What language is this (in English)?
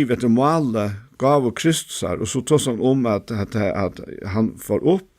Faroese